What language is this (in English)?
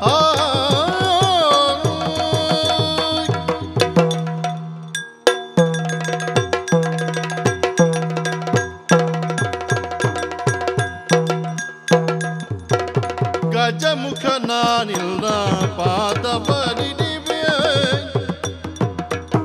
Kannada